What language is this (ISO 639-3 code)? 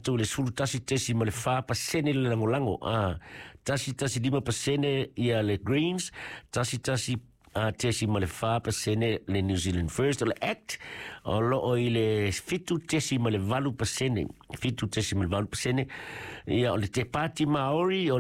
smo